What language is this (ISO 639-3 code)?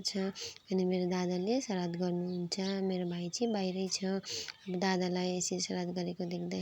nep